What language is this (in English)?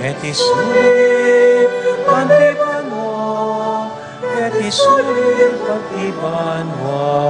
Pampanga